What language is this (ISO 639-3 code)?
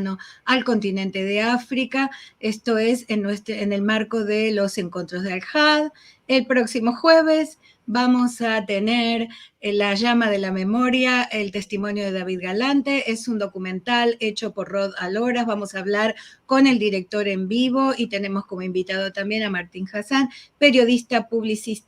lad